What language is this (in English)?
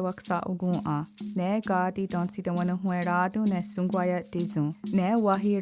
Mohawk